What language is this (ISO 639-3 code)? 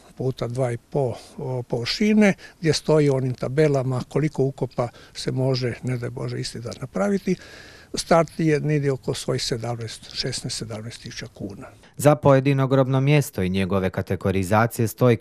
hrv